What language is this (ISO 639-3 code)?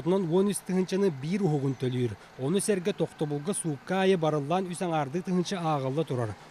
sah